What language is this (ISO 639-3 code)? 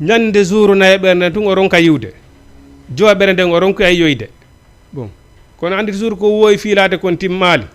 ful